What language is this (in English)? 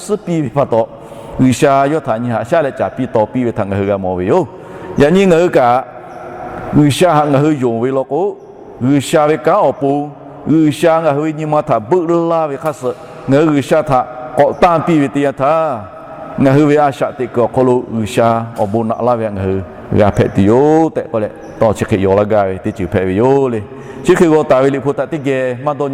Lahu